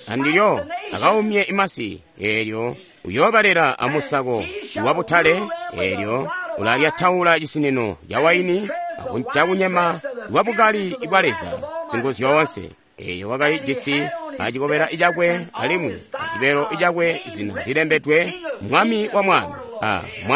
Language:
Tonga (Zambia)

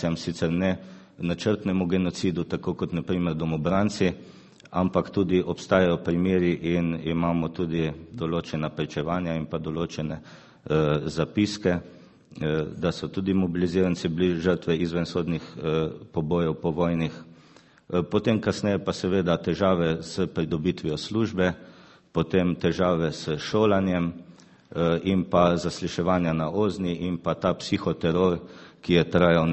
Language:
Slovenian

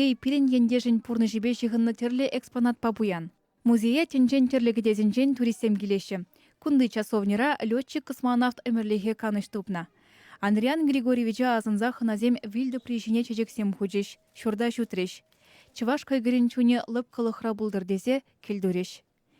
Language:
Chuvash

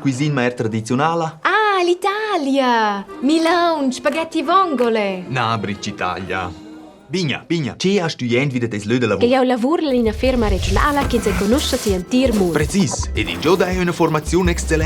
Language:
Romansh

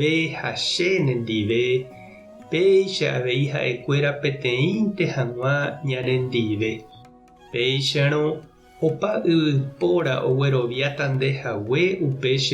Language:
Guarani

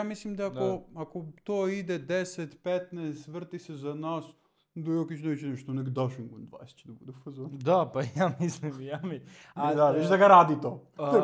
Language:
Serbian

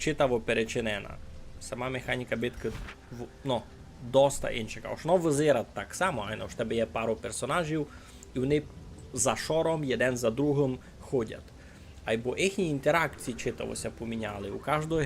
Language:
Rusyn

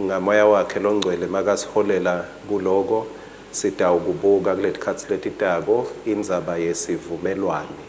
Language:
Swati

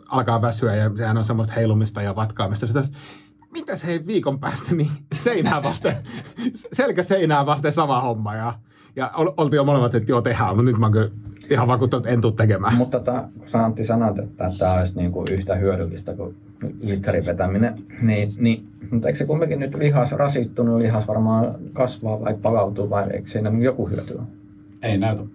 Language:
Finnish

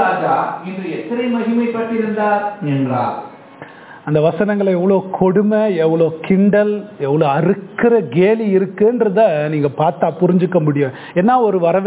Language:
Tamil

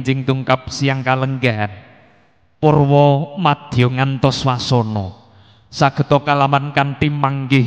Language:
Javanese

